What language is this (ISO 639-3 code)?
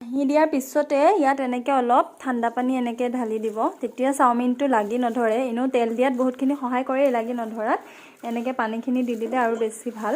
asm